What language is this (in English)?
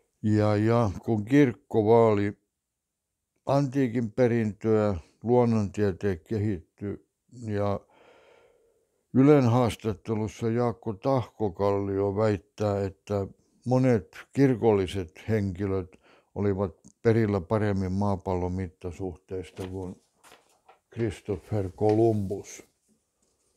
Finnish